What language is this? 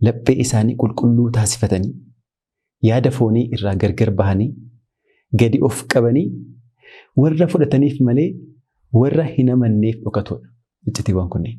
Oromo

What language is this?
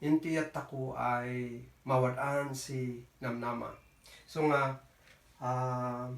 Kankanaey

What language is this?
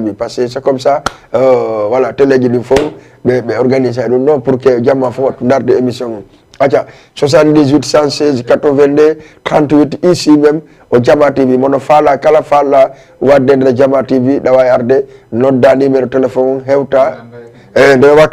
Fula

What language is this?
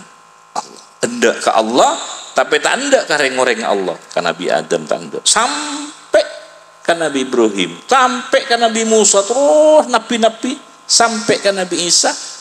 Madurese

